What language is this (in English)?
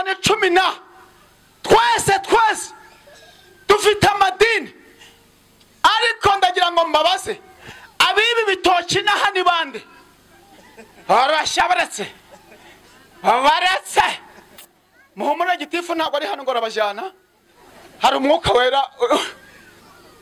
Kinyarwanda